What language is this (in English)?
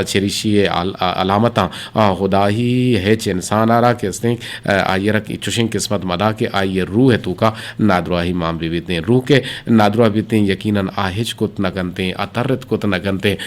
Eastern Balochi